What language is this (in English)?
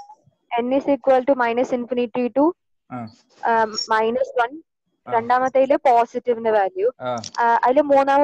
Malayalam